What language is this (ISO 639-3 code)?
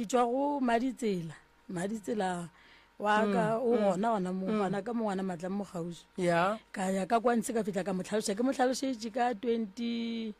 nso